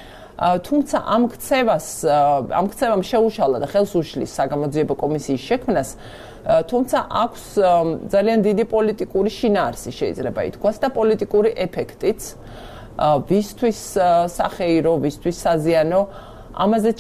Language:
Georgian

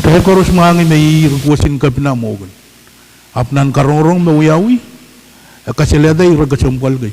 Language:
Pohnpeian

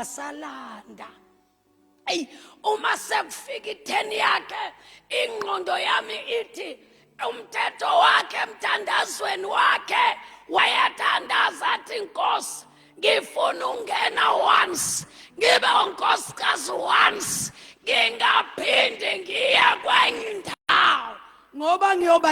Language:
Zulu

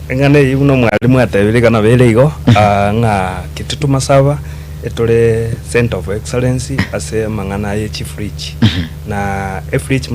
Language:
Gusii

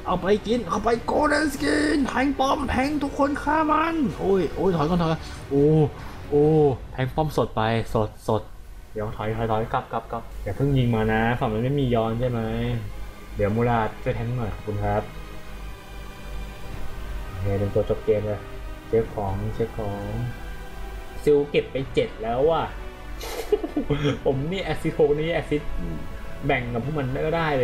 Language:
Thai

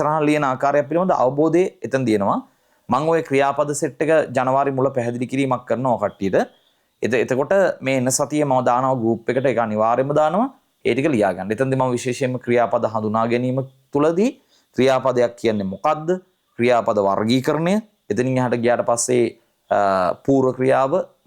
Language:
Sinhala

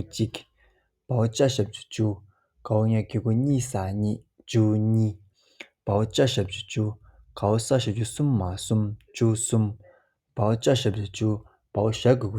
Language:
Tibetan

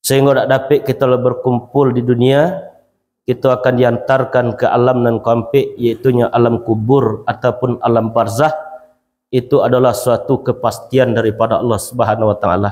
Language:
Minangkabau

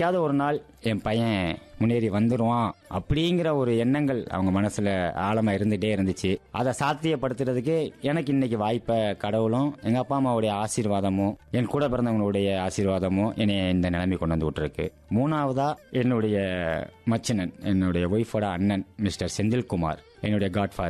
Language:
Tamil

